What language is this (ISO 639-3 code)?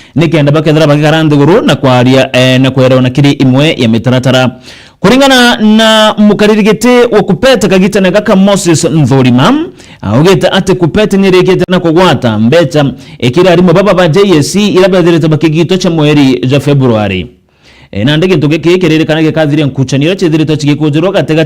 mer